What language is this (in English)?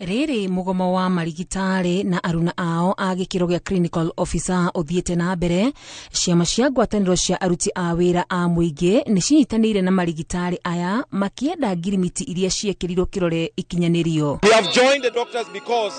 Kikuyu